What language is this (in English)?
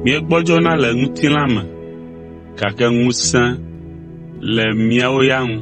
Ewe